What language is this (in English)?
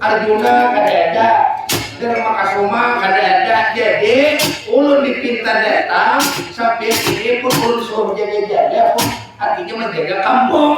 Banjar